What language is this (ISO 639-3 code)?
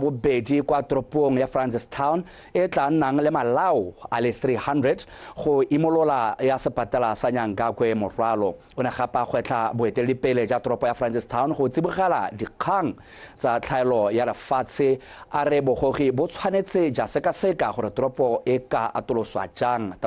tsn